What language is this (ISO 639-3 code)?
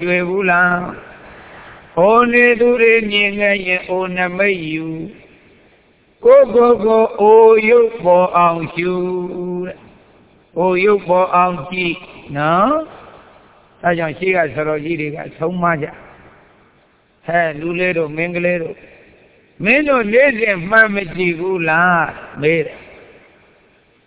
mya